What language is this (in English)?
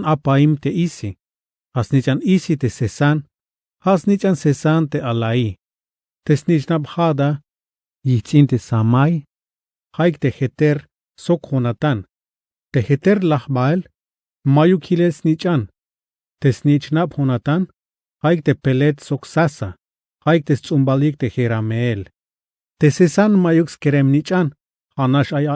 Tzeltal